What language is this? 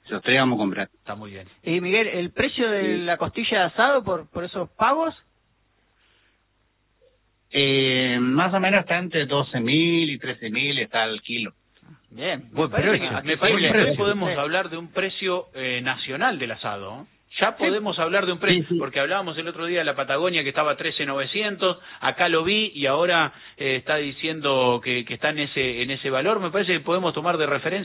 Spanish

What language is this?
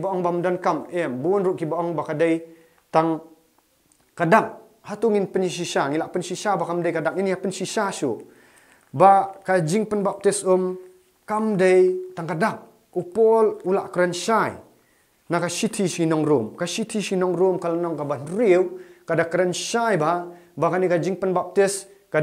Khasi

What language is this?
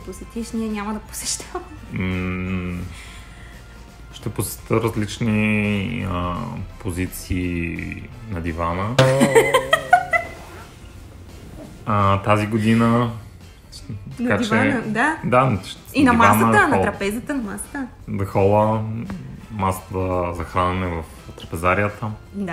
Bulgarian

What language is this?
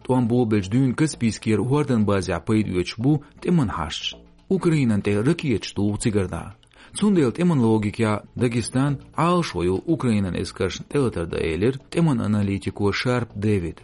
Chechen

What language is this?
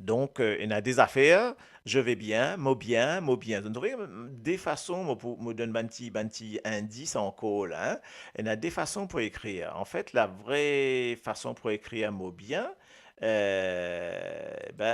Morisyen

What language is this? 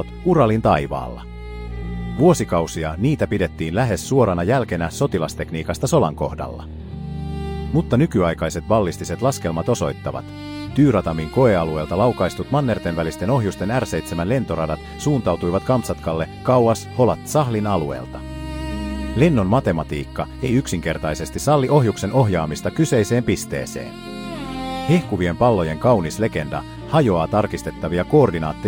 Finnish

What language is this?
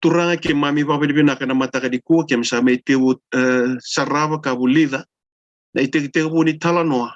Fijian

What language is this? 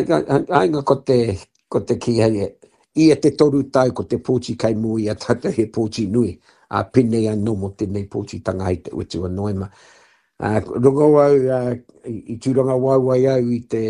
Māori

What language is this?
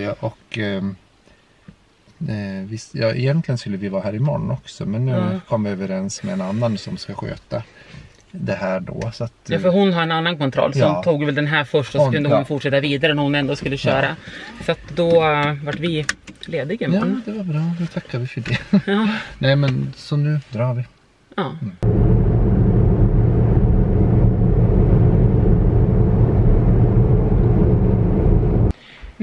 Swedish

